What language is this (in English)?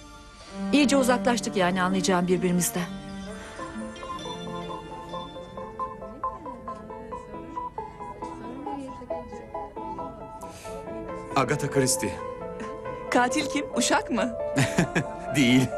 Turkish